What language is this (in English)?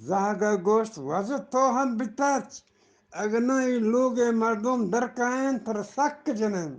Eastern Balochi